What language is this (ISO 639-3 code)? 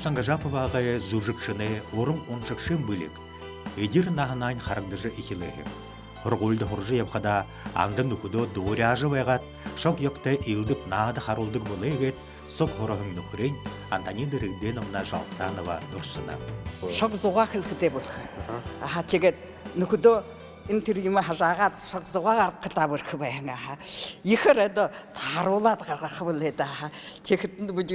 bua